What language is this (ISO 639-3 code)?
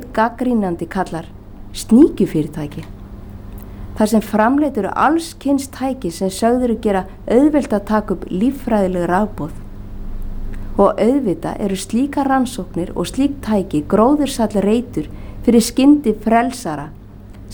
isl